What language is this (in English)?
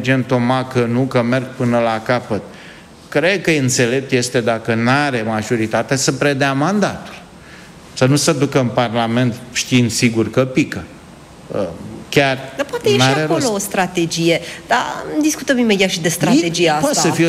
Romanian